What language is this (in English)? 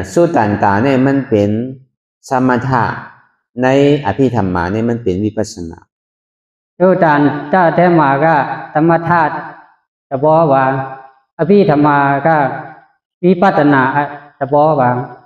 Shan